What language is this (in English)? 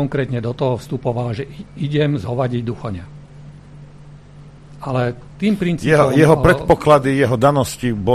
Slovak